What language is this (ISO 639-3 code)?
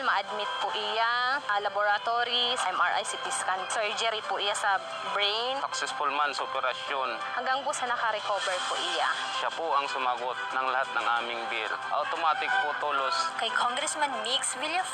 bik